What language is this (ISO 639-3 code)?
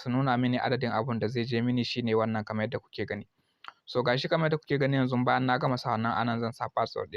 hau